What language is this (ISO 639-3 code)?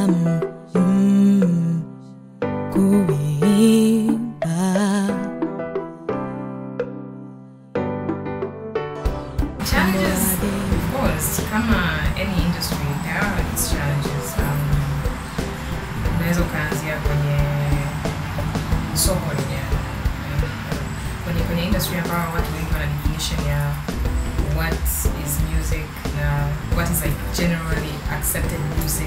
swa